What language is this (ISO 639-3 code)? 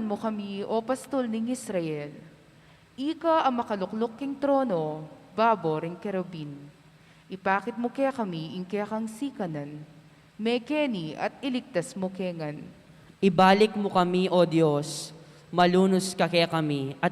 pam